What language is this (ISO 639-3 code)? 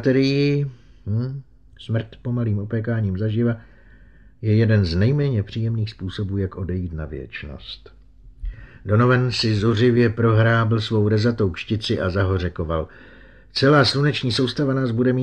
ces